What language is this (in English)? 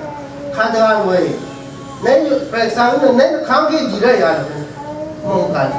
Rawang